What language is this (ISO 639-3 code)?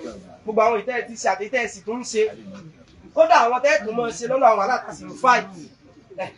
yor